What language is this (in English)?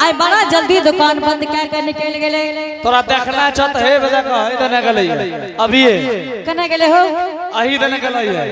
Angika